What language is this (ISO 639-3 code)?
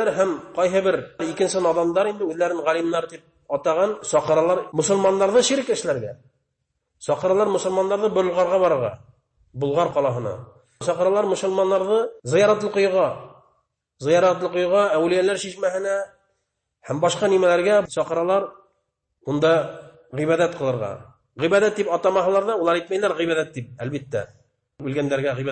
bak